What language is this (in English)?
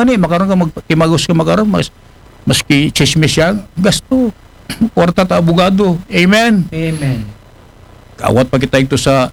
Aklanon